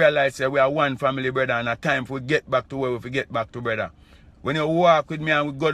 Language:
Jamaican Creole English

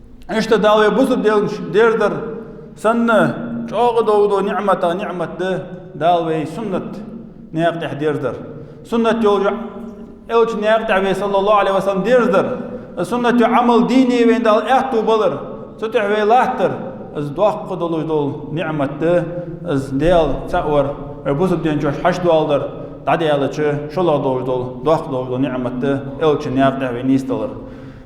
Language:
Ingush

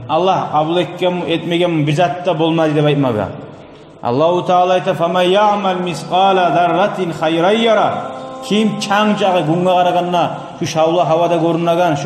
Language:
Kumyk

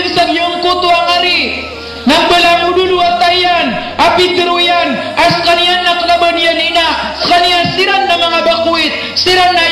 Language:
Maranao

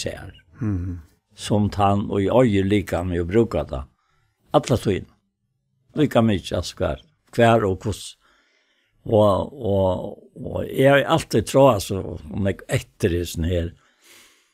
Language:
Faroese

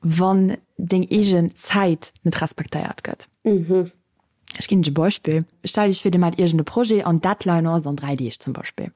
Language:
Luxembourgish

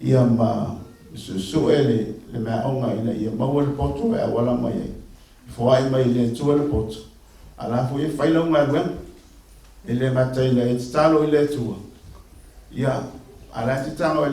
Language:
Samoan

